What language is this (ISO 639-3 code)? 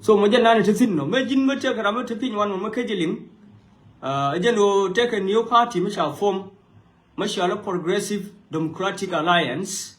nus